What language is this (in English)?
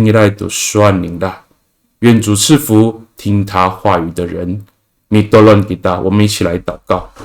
Amis